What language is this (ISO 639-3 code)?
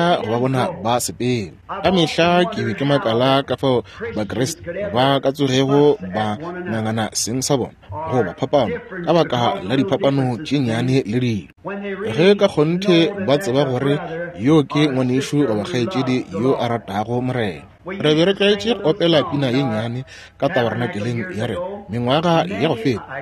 nso